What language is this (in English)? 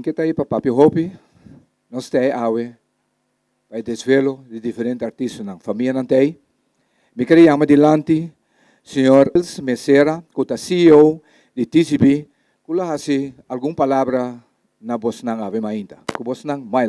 Papiamento